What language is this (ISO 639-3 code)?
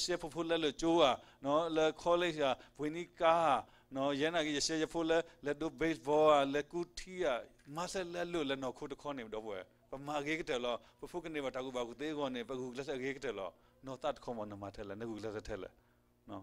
ksw